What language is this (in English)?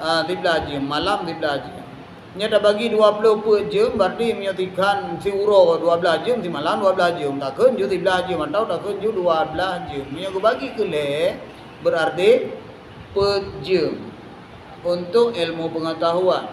Achinese